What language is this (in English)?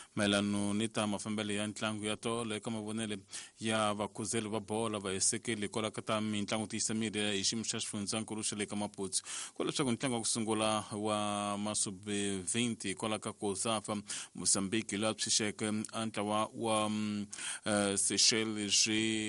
Tsonga